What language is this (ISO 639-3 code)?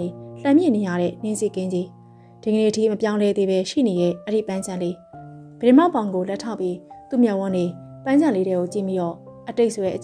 mya